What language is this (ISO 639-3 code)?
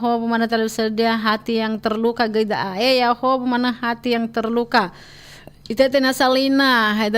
nia